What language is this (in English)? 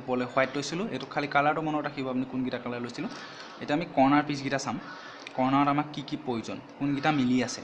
Assamese